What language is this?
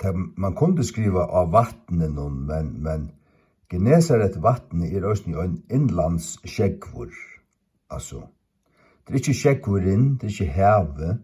Faroese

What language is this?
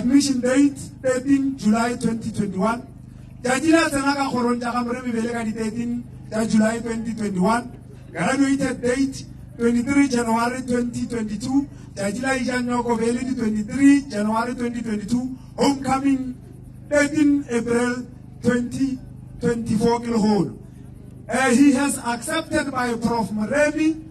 Northern Sotho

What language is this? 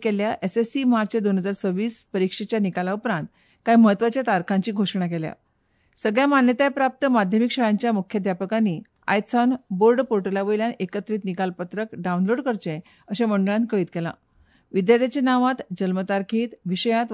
Konkani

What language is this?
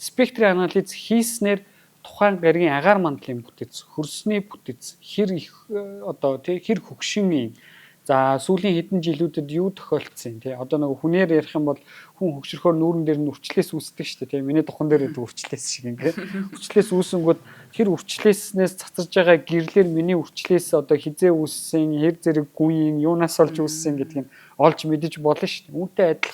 Mongolian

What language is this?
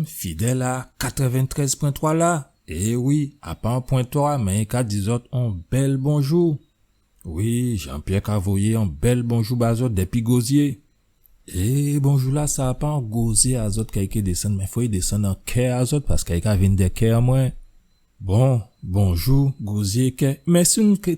Guadeloupean Creole French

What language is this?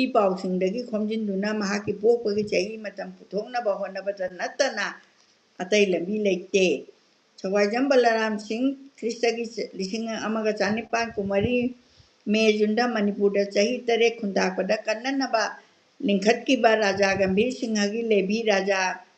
Manipuri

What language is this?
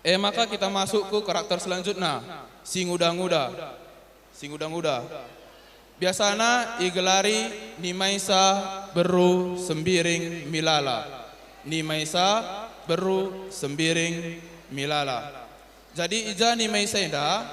Batak Karo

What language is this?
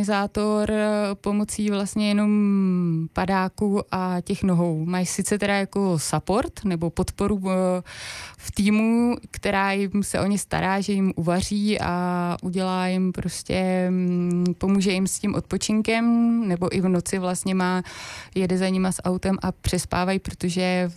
Czech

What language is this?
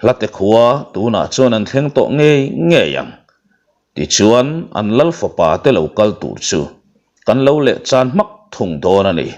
Mizo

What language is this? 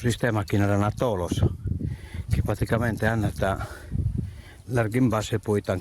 Sardinian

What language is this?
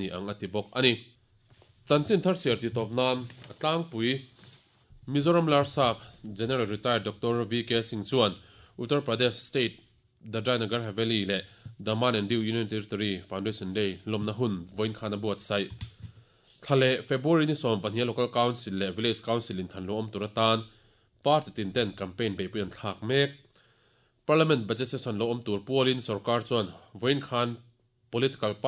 Mizo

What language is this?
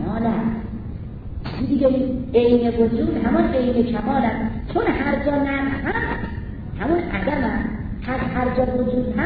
Persian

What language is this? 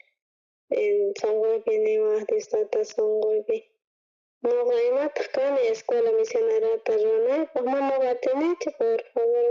South Bolivian Quechua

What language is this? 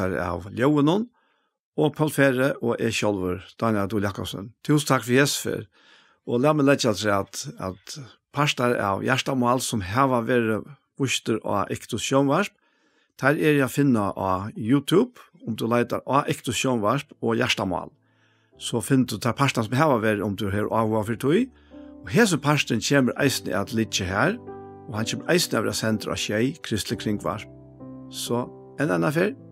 Faroese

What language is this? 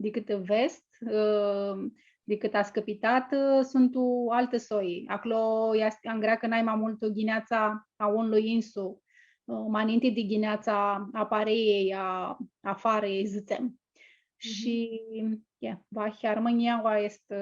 Aromanian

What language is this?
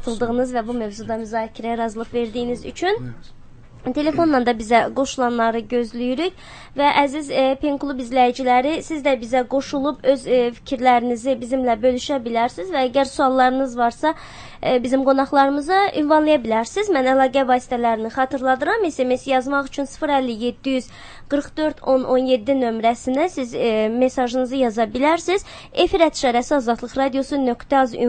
Azerbaijani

